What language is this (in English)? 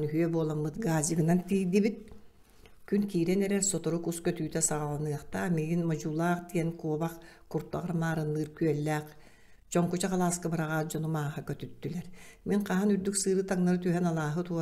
Yakut